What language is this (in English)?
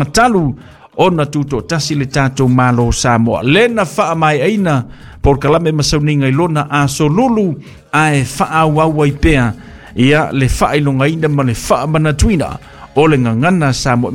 Samoan